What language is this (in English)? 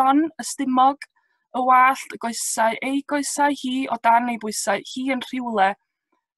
Welsh